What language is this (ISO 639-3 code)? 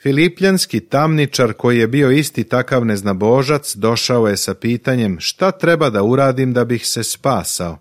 srp